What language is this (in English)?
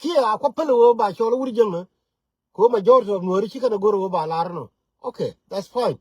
Nuer